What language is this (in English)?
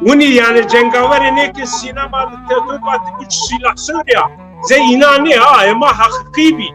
Zaza